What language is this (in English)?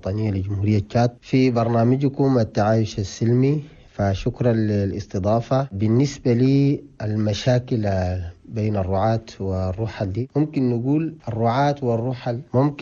Chadian Arabic